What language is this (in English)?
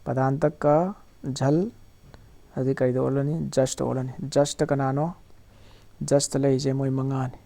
Manipuri